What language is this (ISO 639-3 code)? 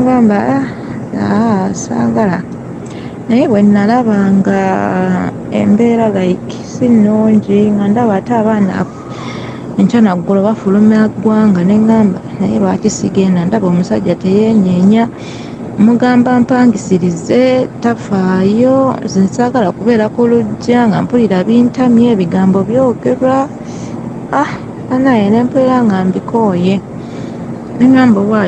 lug